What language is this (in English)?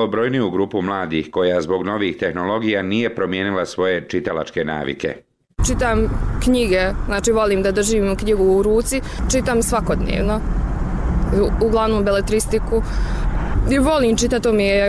Bosnian